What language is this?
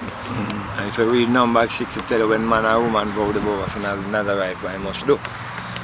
Jamaican Creole English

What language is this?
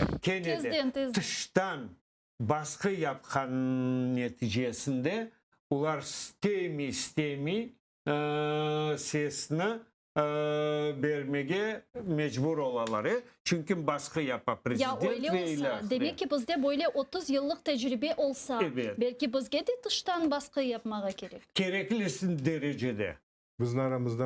Crimean Tatar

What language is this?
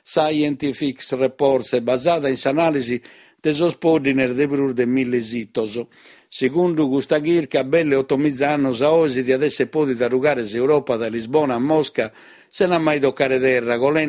Sardinian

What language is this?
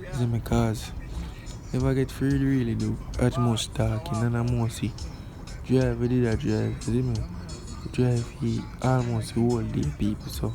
Jamaican Creole English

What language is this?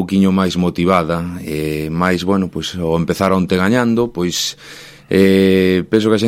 Galician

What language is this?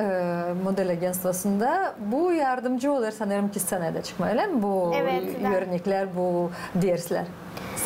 Gagauz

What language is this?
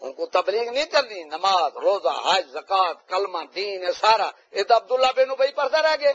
Saraiki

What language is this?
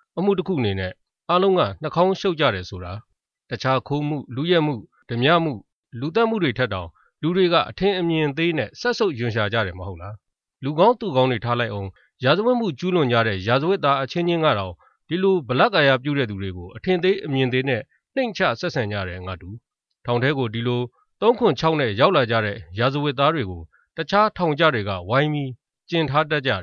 Burmese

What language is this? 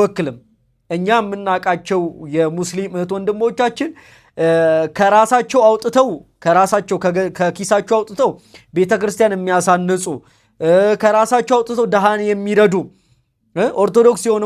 Amharic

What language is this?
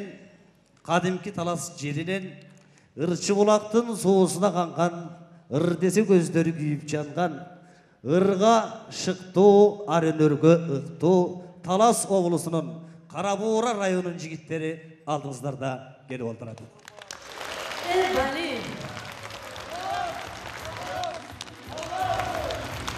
Kyrgyz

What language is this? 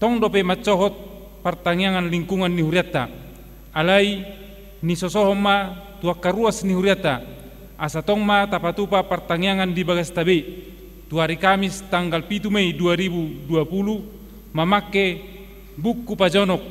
Batak Toba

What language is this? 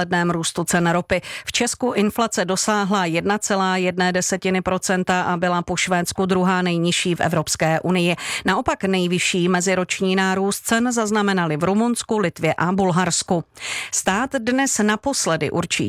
Czech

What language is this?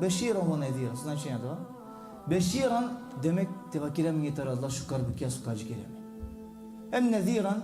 Balkan Romani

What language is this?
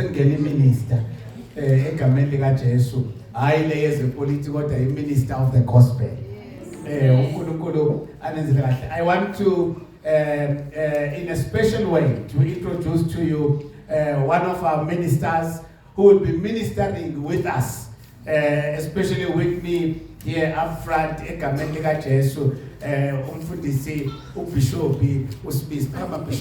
Zulu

